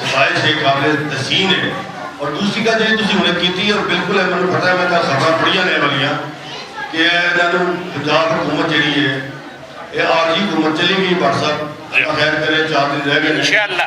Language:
Western Panjabi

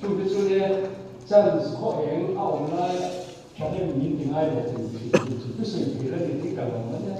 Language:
Mizo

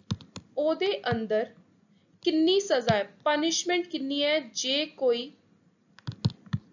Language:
Punjabi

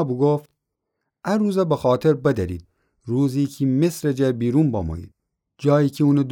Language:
Gilaki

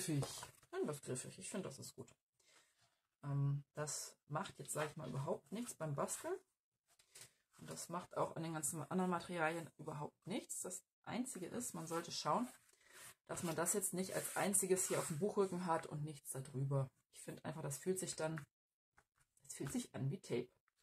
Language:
German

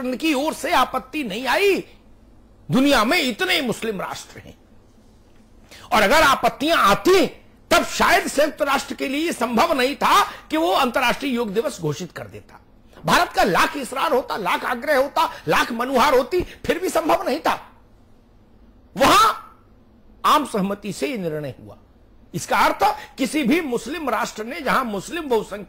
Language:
Hindi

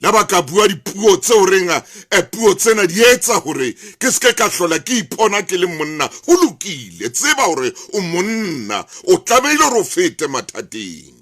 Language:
Southern Sotho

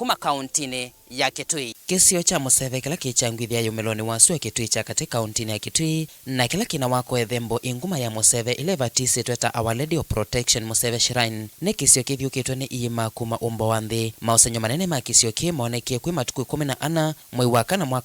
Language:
Kamba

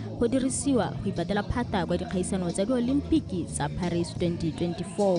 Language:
Tswana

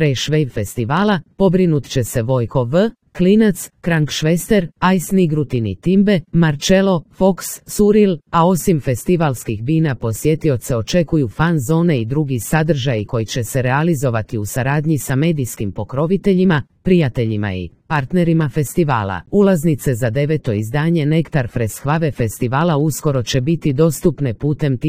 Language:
Croatian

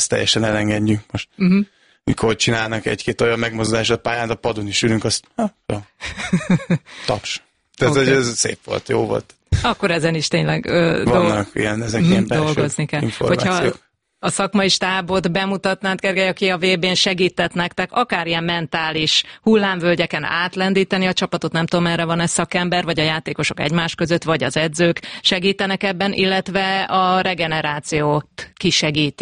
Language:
Hungarian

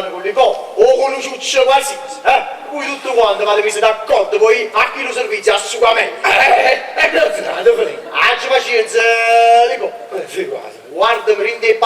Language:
Neapolitan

